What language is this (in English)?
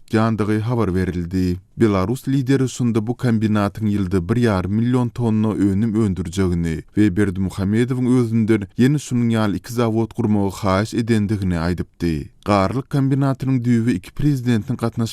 Turkmen